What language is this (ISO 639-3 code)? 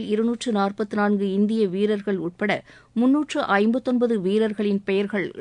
tam